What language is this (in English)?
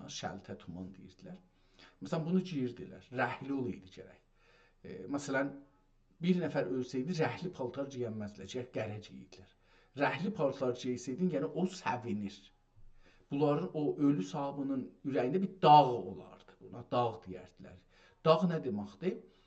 South Azerbaijani